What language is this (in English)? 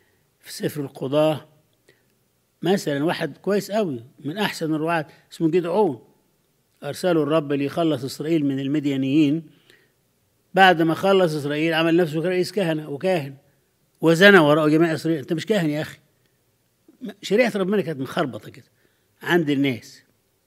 Egyptian Arabic